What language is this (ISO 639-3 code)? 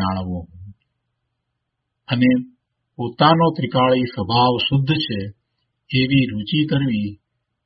guj